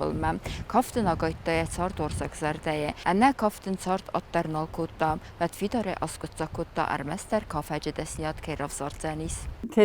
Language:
Ossetic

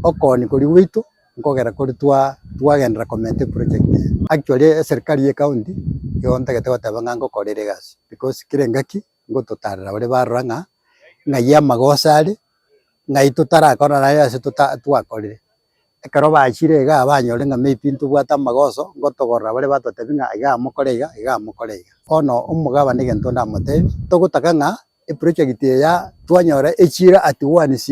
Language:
Gusii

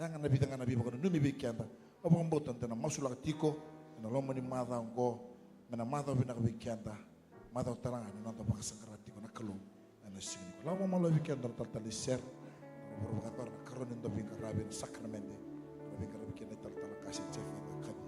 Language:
Fijian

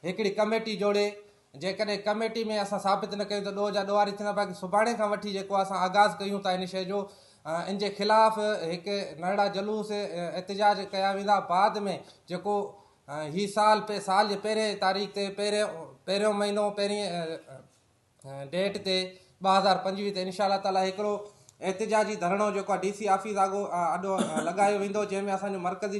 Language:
Sindhi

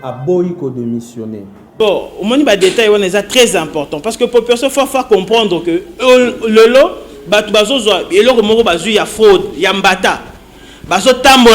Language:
Lingala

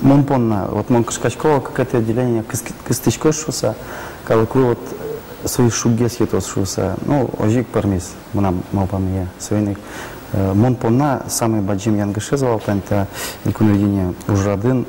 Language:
Udmurt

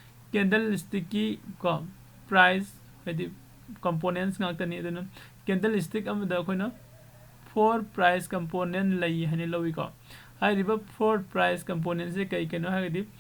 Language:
Manipuri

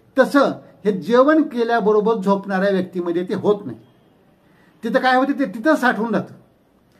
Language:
Marathi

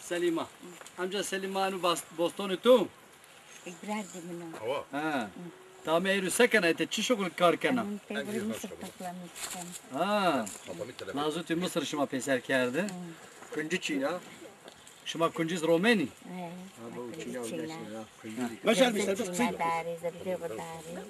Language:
Zaza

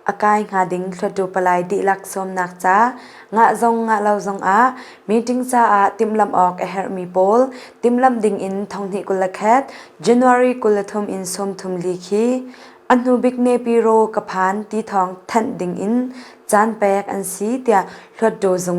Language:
Hakha Chin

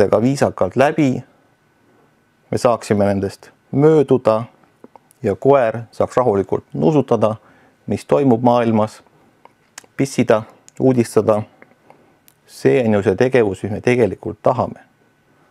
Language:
Estonian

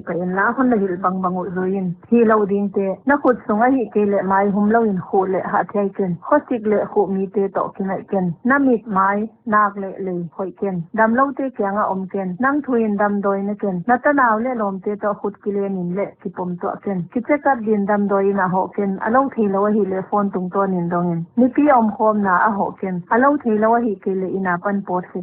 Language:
Paite Chin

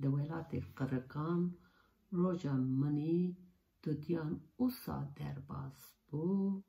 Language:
Kurdish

